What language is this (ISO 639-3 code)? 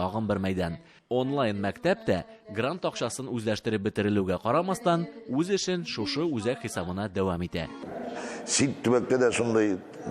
tat